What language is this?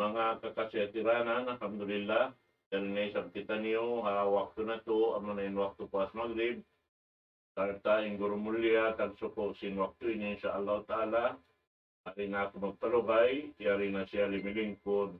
Tausug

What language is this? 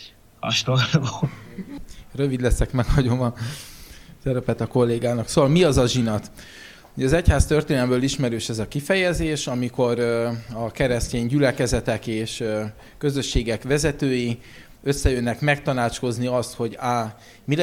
Hungarian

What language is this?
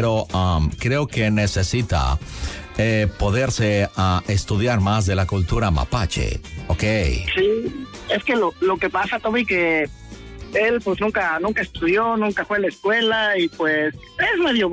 Spanish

